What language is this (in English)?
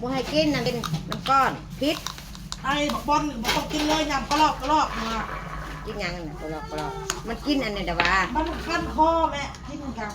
Northeastern Thai